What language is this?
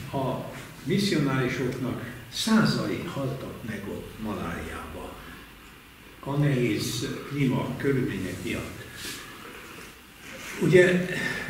Hungarian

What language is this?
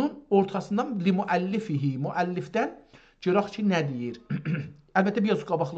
South Azerbaijani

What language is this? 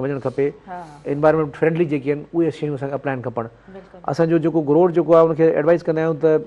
Sindhi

